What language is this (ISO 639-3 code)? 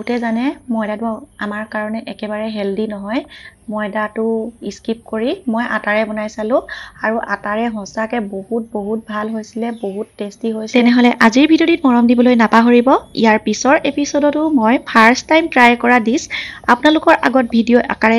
asm